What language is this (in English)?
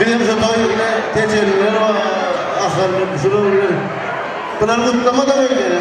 Turkmen